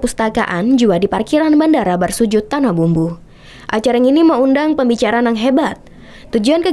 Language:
Banjar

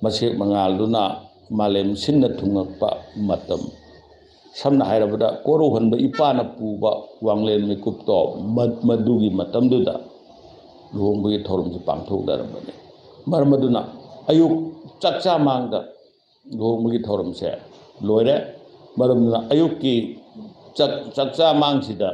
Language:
Manipuri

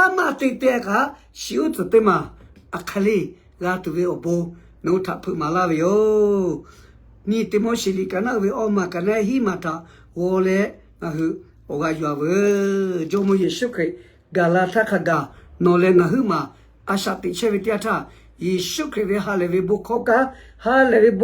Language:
Lahu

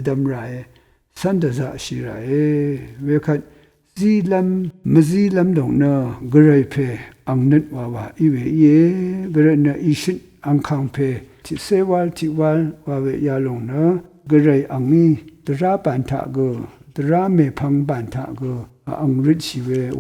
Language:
Rawang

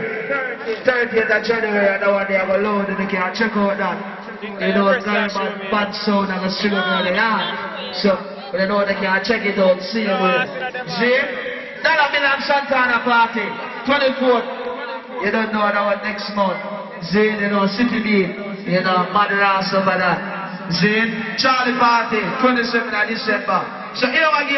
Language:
Jamaican Creole English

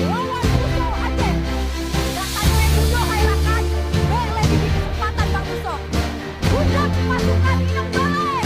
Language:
Achinese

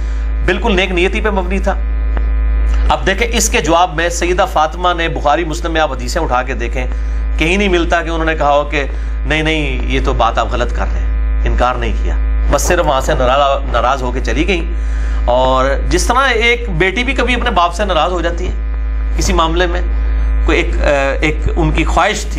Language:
Urdu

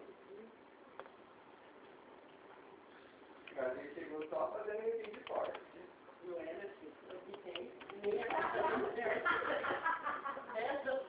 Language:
Portuguese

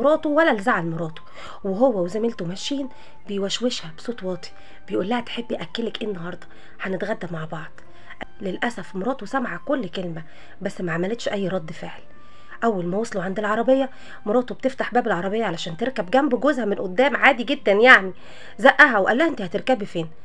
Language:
Egyptian Arabic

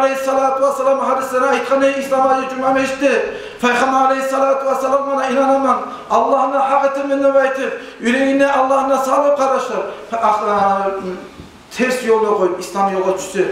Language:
Kumyk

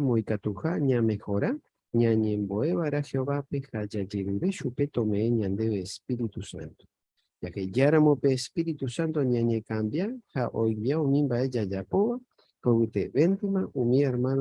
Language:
Guarani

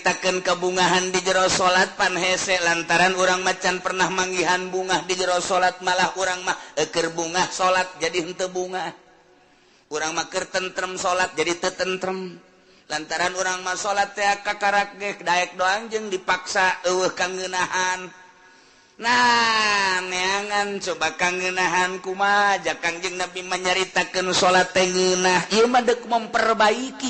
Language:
Sundanese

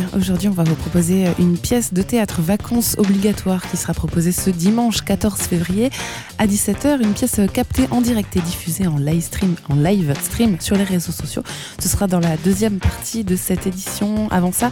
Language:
French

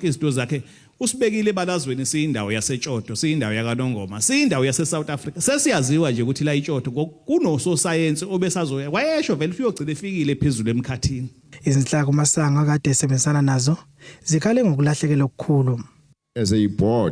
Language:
Zulu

